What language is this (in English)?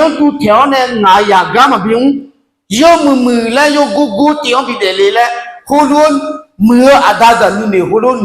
Akha